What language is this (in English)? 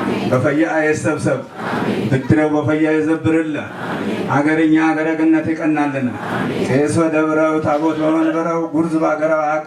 Amharic